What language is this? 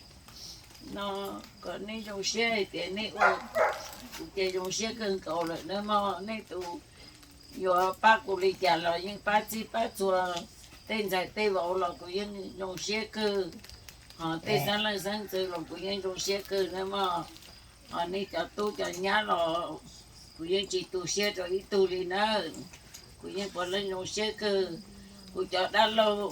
Hmong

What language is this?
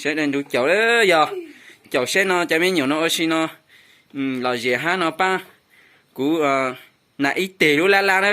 Hmong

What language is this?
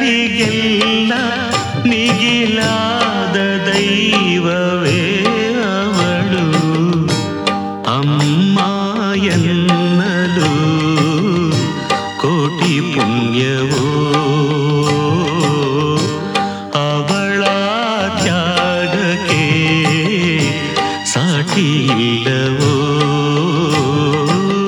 Kannada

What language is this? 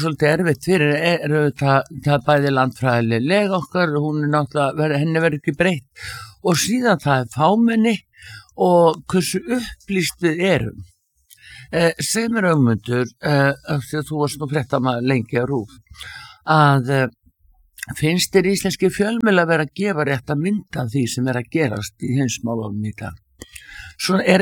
Icelandic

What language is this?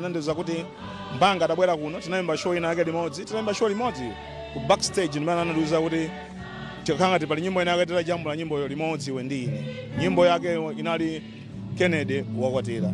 Nyanja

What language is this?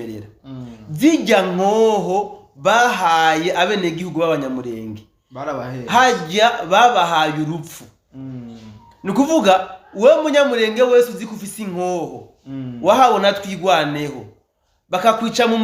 Rundi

